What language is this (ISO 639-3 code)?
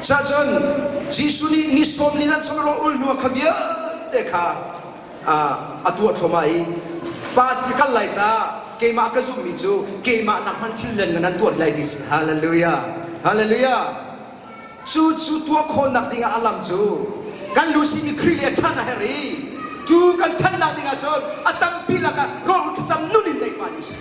cnh